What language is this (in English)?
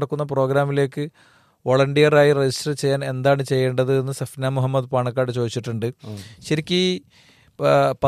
Malayalam